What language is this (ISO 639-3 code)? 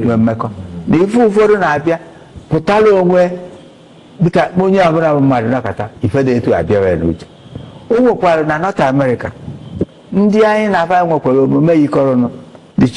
ibo